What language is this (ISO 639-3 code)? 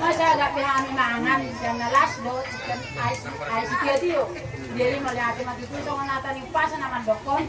bbc